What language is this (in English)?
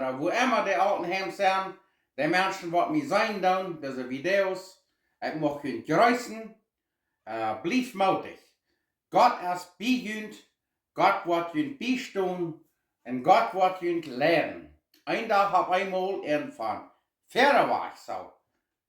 Plautdietsch